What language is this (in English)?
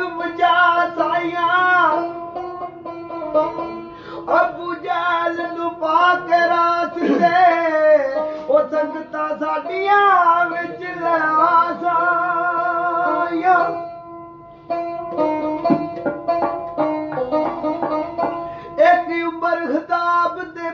Punjabi